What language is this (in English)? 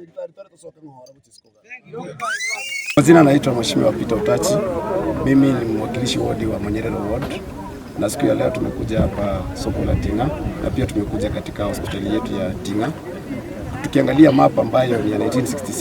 Gusii